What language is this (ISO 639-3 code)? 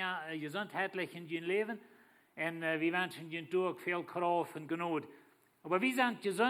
pdt